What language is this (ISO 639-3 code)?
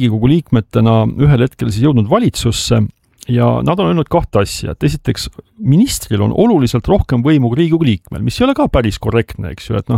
est